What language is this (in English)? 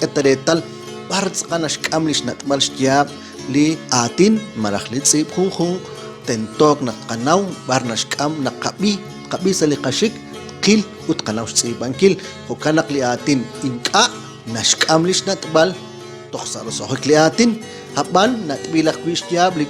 Kekchí